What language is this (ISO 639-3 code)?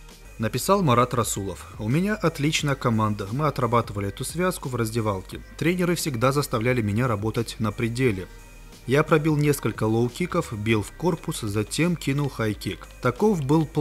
rus